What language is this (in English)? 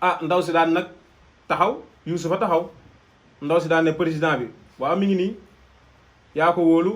Wolof